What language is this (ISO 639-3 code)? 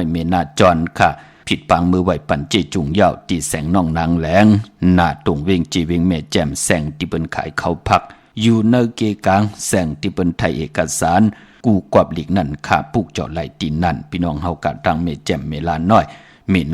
shn